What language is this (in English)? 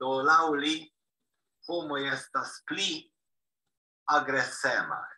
Esperanto